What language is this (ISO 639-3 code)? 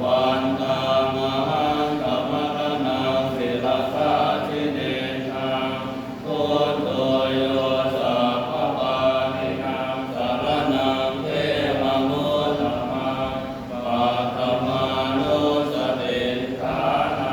pli